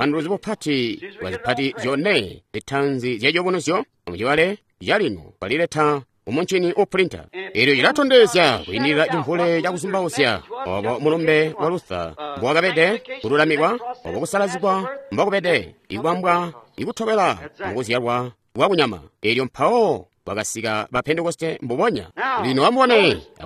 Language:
Tonga (Zambia)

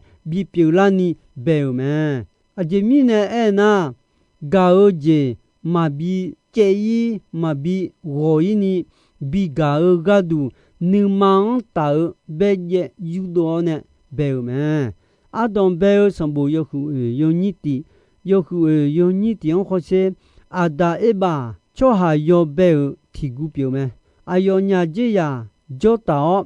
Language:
Akha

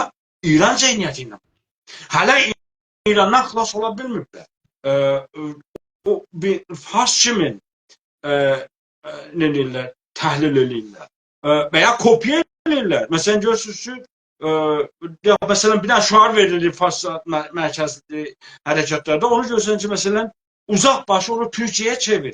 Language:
South Azerbaijani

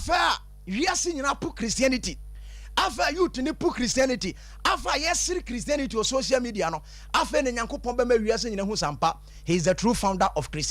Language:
Akan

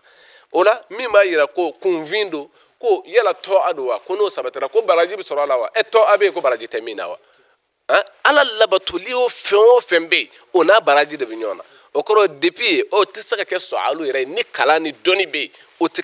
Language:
Bambara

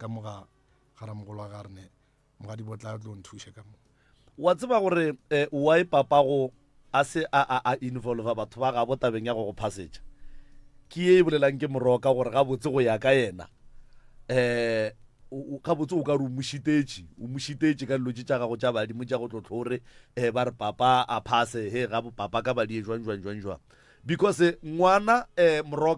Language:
Northern Sotho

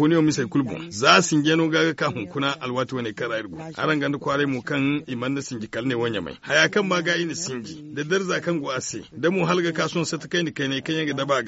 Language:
Zarma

